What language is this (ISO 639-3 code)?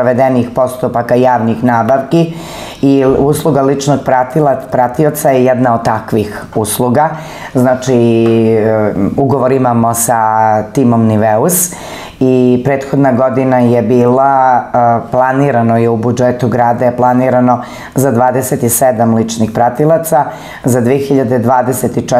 srp